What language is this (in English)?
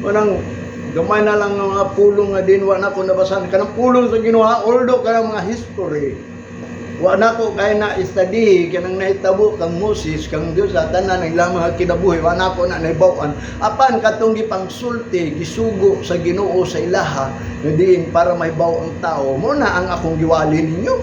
Cebuano